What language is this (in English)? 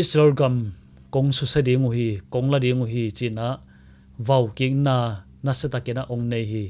Tedim Chin